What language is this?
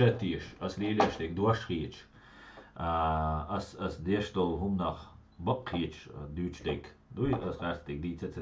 Chechen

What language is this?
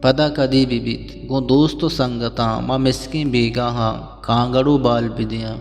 Eastern Balochi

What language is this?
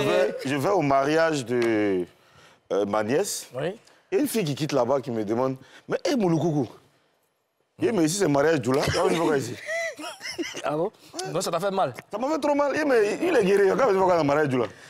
French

